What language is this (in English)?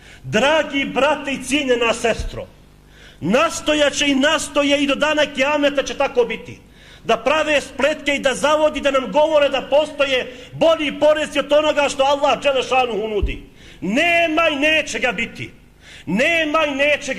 Bosnian